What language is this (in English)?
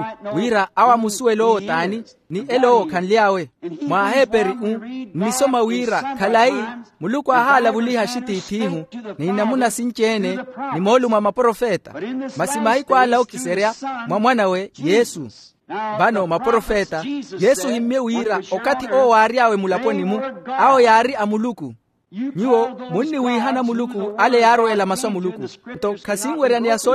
Makhuwa